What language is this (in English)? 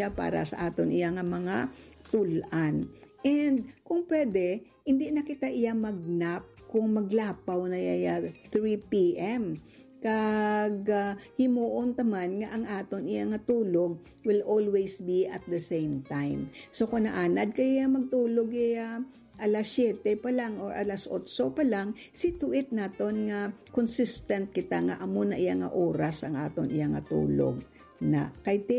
Hiligaynon